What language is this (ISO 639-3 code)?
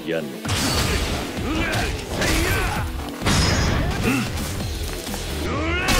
jpn